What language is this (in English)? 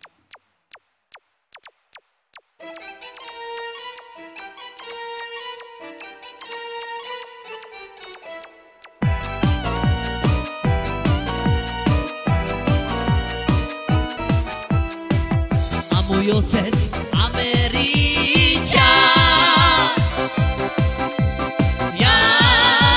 Slovak